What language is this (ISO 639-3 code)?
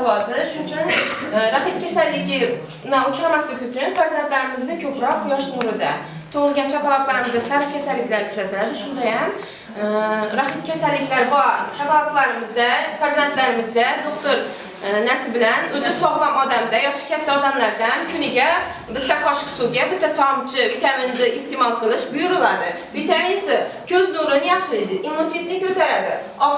uzb